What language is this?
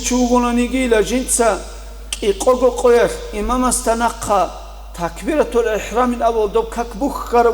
Avaric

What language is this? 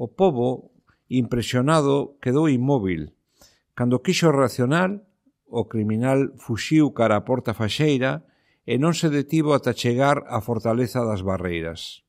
Galician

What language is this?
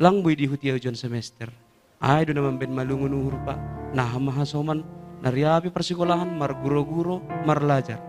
Batak Simalungun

